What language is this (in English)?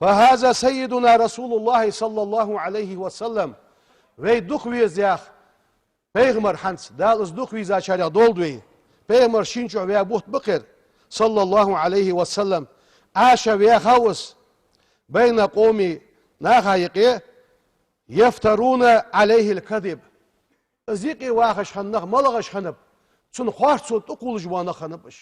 Ingush